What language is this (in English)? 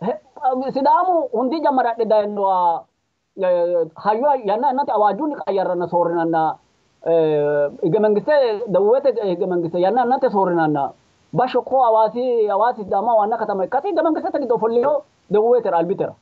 Sidamo